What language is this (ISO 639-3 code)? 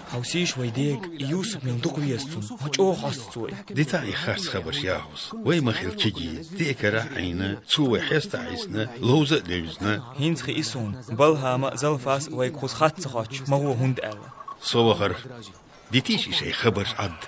che